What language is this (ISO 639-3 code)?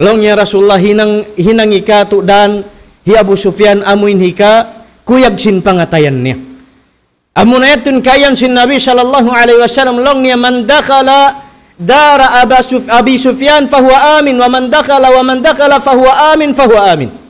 tsg